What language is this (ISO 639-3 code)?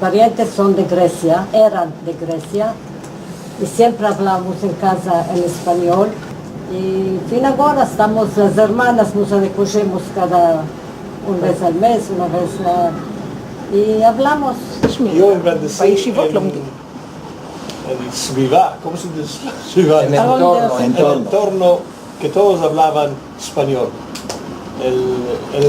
lad